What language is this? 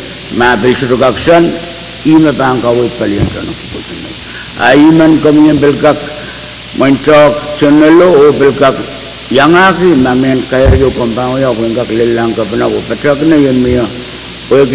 Pohnpeian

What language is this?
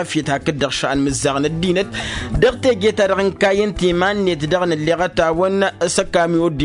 Tamasheq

